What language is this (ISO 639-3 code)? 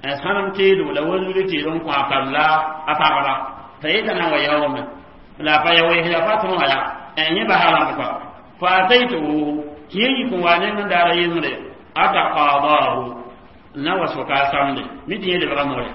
mos